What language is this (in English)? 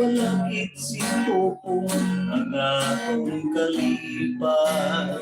Hiligaynon